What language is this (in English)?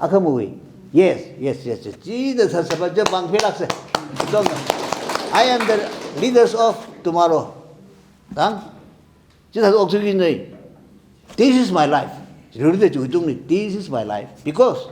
Tangkhul Naga (India)